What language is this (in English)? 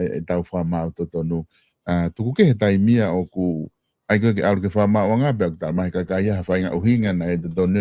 Tongan